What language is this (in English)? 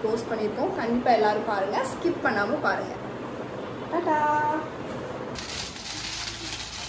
Tamil